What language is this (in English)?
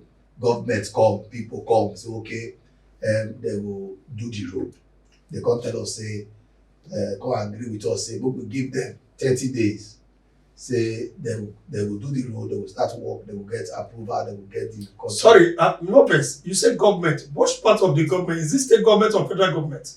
Nigerian Pidgin